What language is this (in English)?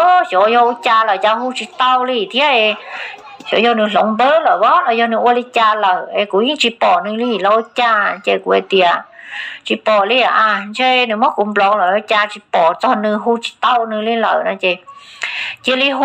Hmong